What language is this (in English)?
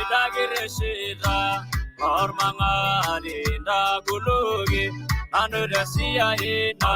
Masai